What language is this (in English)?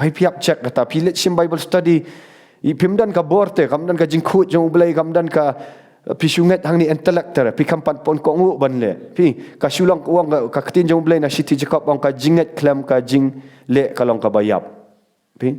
Khasi